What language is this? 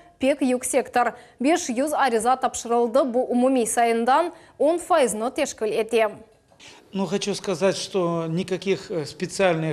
Crimean Tatar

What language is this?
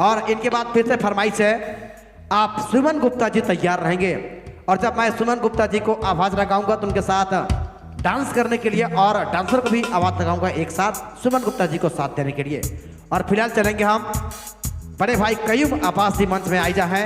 Sadri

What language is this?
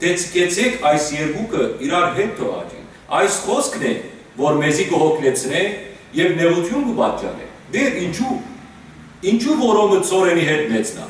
Western Armenian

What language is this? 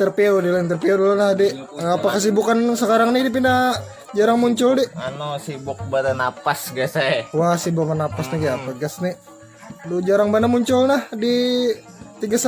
Banjar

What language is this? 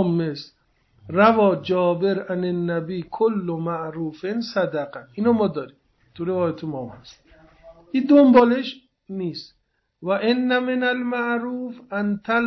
Persian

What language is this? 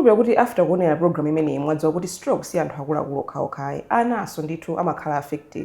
Nyanja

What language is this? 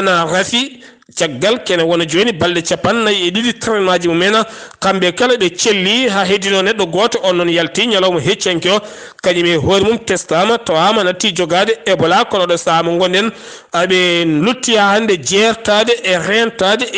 Fula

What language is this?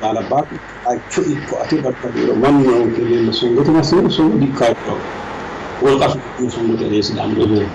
Sidamo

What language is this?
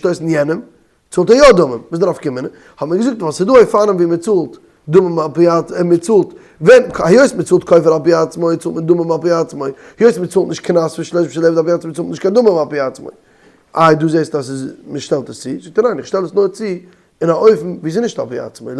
Yiddish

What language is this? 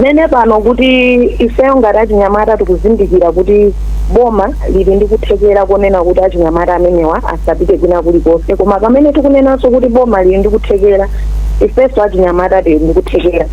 Nyanja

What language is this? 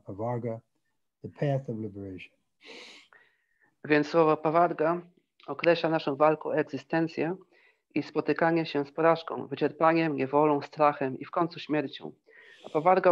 Polish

